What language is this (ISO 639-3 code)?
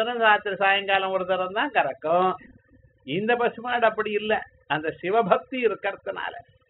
tam